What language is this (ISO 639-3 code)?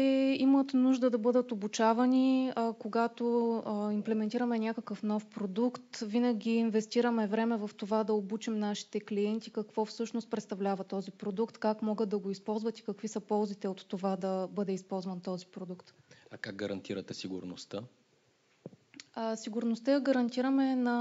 bul